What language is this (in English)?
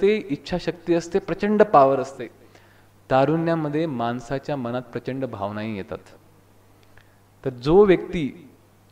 Marathi